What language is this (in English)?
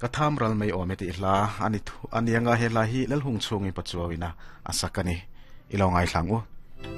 Mizo